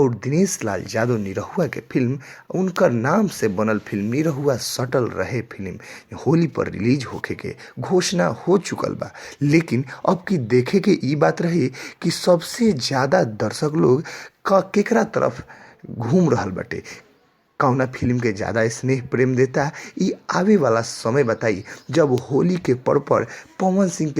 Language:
Bhojpuri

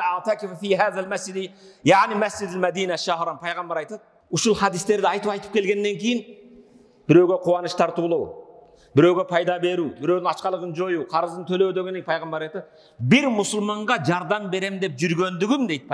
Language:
Kyrgyz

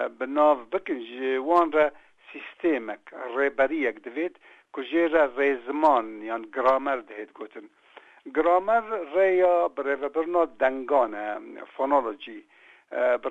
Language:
Kurdish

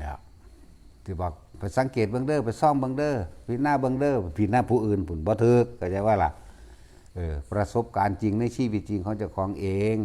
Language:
Lao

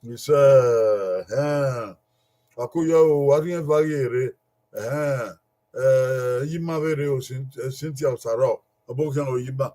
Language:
Bini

